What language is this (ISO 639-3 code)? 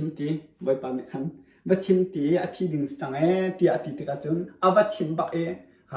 cnh